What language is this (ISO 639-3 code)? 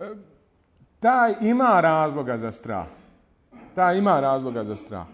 bos